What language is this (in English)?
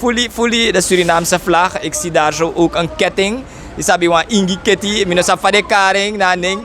Sranan Tongo